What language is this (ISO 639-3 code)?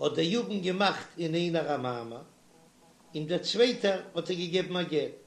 yid